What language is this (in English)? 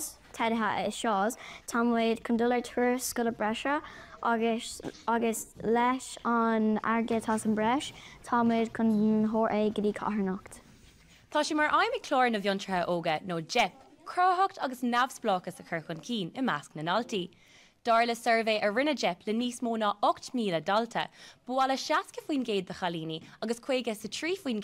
Irish